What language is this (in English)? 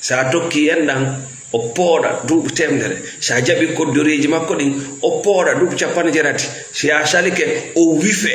Fula